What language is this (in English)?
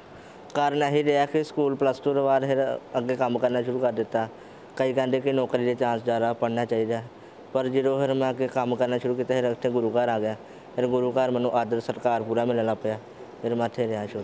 Punjabi